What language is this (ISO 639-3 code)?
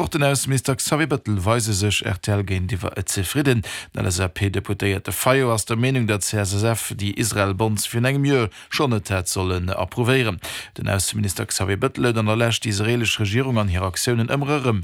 ltz